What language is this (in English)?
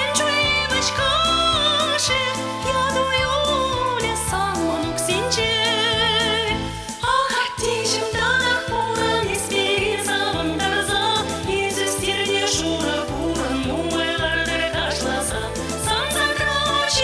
Chuvash